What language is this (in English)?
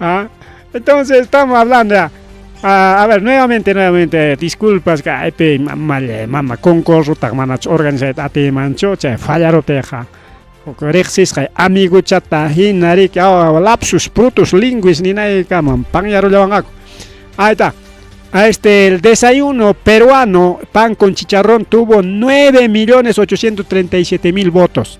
Ayacucho Quechua